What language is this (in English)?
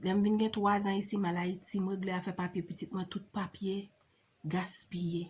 Haitian Creole